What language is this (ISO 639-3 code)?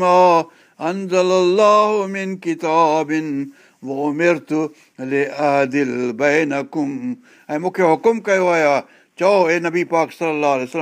snd